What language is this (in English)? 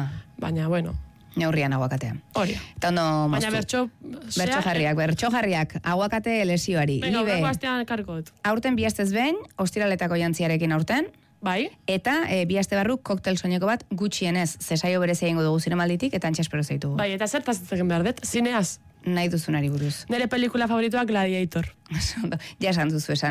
Basque